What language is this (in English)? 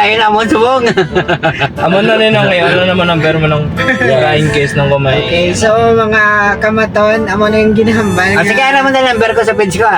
Hiligaynon